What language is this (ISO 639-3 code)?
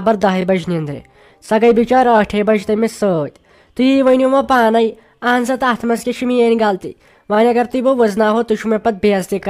kas